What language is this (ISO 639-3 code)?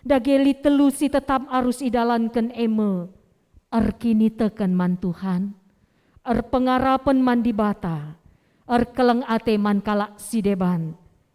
btx